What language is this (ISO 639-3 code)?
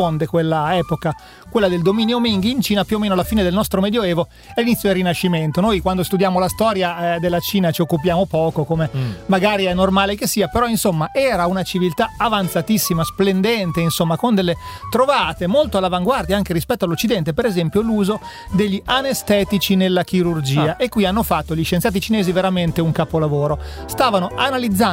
ita